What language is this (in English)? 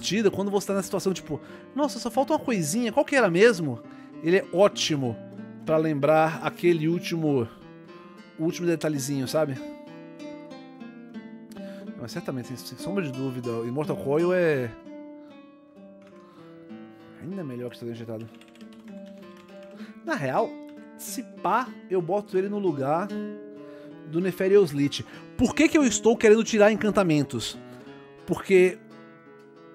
Portuguese